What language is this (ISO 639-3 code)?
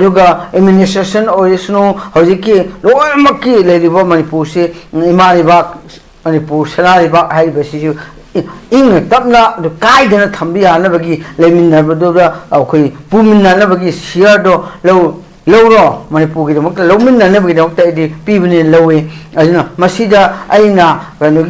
mni